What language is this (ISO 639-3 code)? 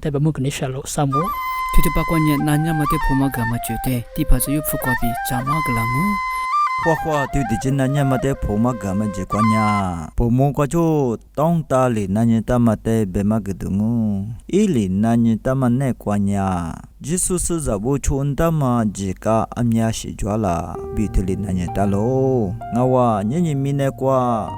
lis